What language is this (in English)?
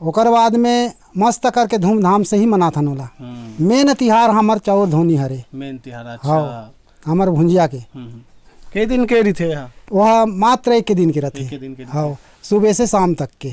Chhattisgarhi